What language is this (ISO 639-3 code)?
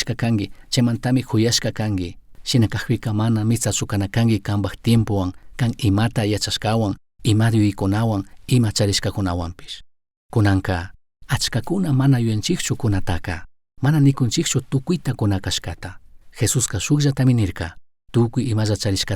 qug